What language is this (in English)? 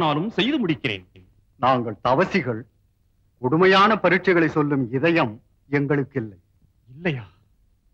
Tamil